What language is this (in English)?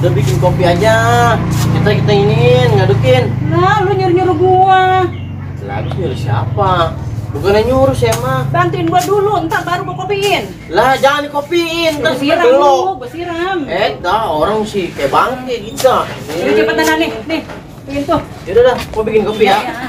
Betawi